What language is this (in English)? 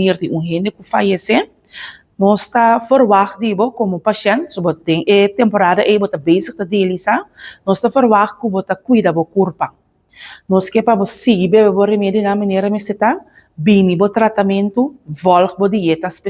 Papiamento